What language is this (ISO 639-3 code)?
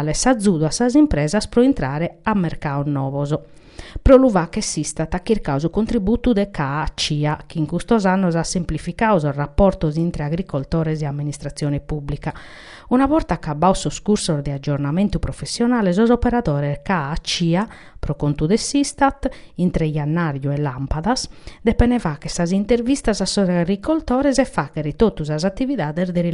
srd